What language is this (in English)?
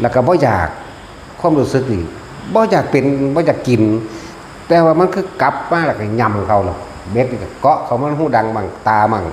Northeastern Thai